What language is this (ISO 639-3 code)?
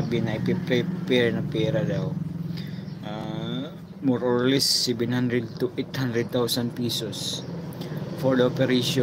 fil